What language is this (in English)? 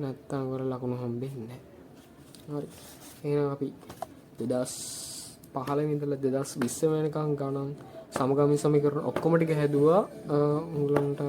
Sinhala